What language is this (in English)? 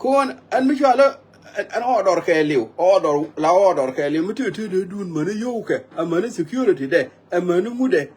Nuer